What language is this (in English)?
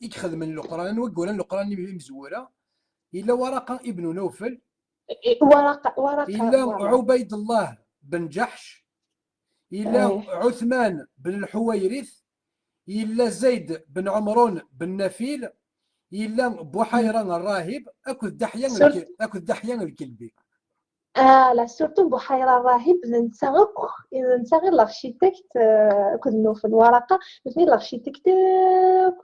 Kabyle